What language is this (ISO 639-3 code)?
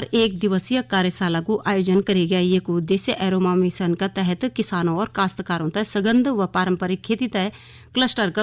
gbm